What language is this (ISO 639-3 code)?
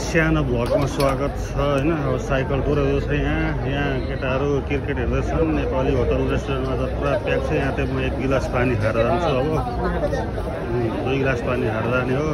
nep